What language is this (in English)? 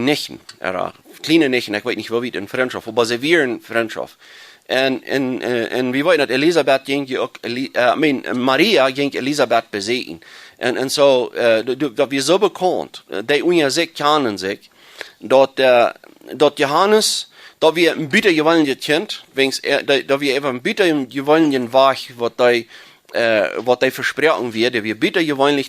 Plautdietsch